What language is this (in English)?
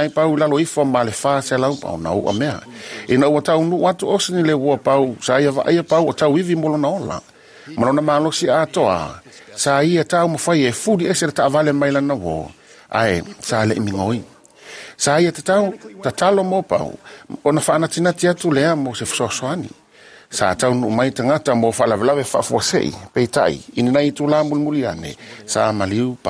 Samoan